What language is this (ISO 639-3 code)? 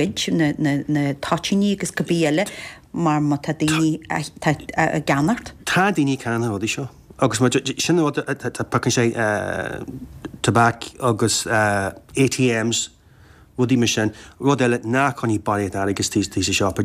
gle